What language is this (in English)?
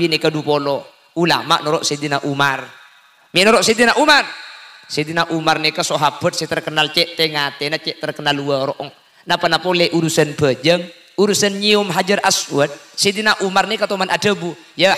Madurese